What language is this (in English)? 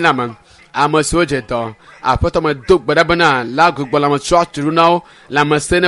Ewe